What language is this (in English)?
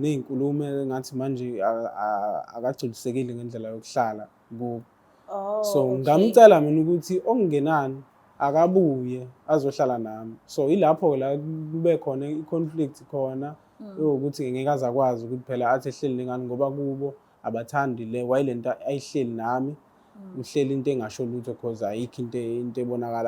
Zulu